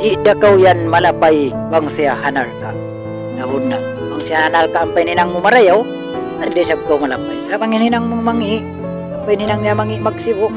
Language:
Tausug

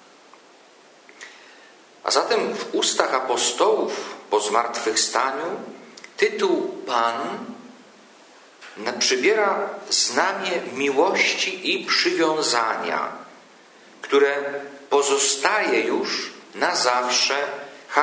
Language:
Polish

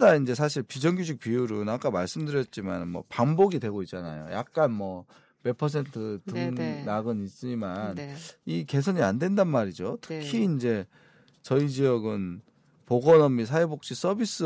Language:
Korean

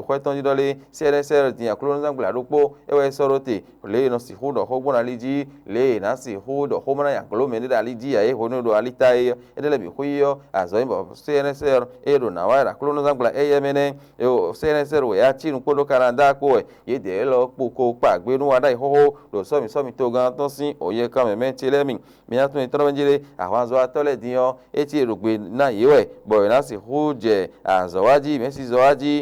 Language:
Fon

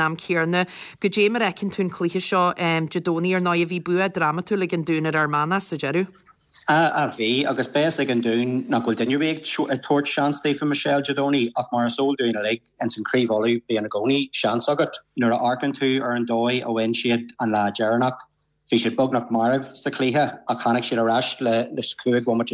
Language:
Irish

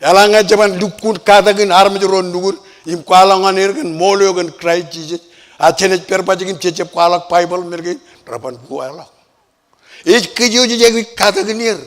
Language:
Marshallese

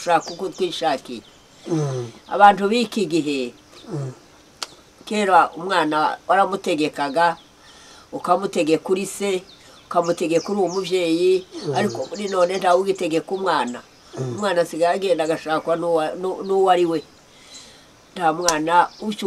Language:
Kinyarwanda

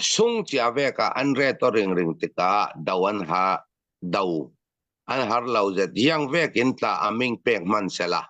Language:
Falam Chin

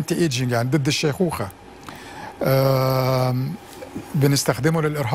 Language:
Egyptian Arabic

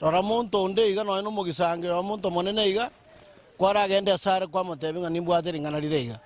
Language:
Gusii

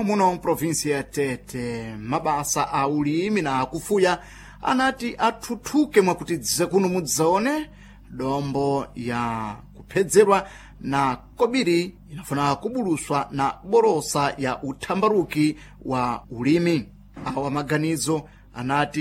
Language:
Sena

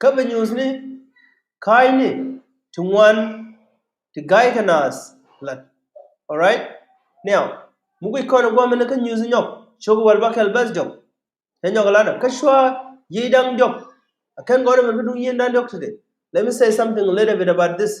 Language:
Nuer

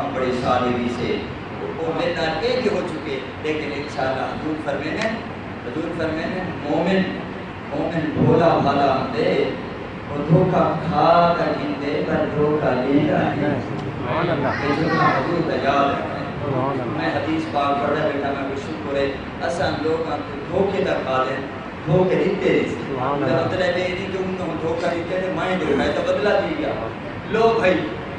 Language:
Saraiki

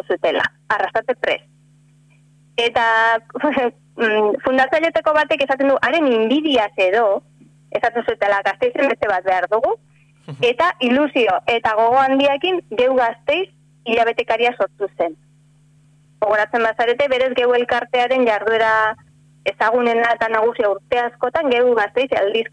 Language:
Basque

